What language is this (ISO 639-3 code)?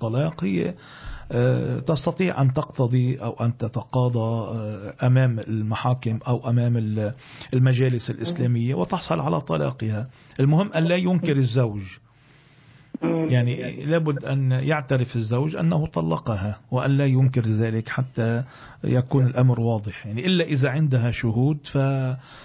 ara